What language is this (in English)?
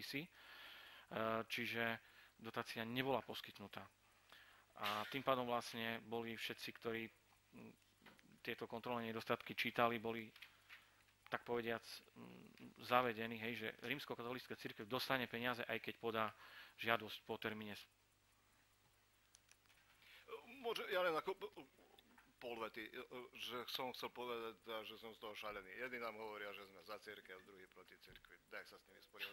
Slovak